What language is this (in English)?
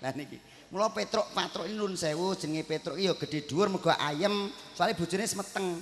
Javanese